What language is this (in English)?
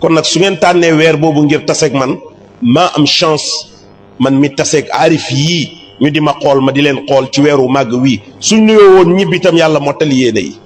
Wolof